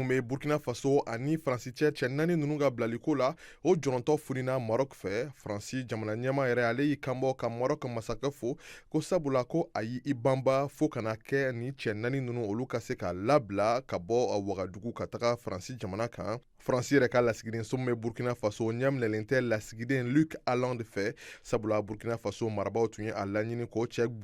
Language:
Bambara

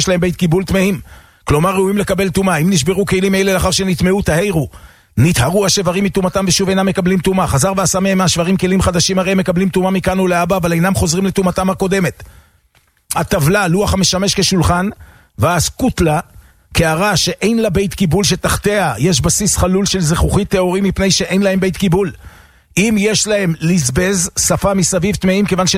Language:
Hebrew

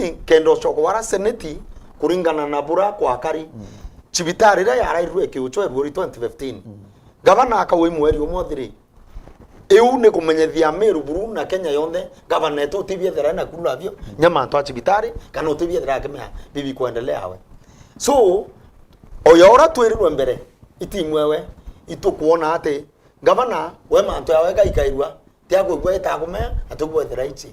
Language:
Meru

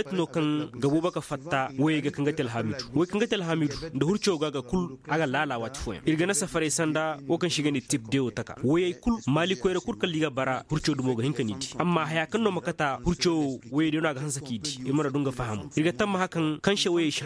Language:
Koyraboro Senni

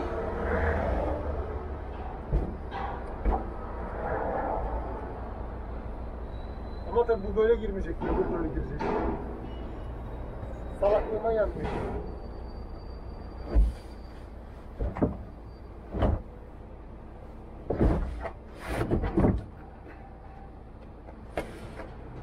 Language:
Turkish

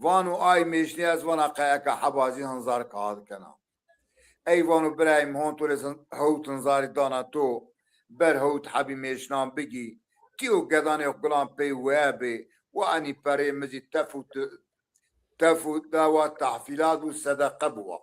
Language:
Zaza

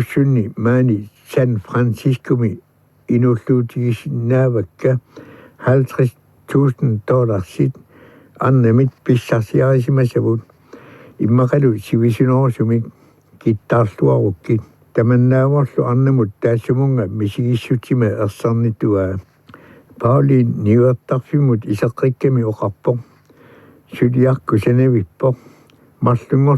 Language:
Kalaallisut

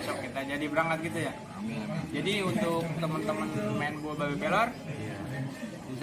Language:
Betawi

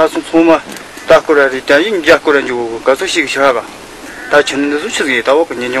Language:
Tibetan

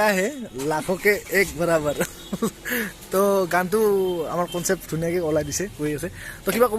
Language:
Assamese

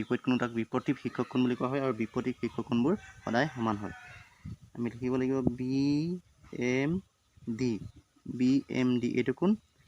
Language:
Assamese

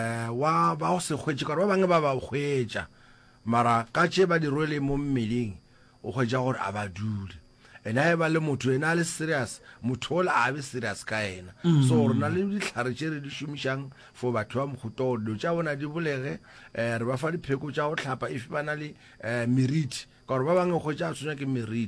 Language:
Northern Sotho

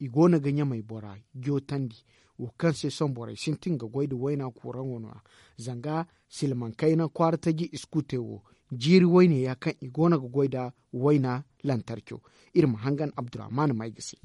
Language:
Zarma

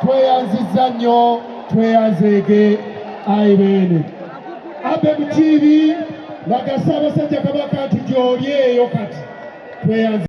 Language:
Ganda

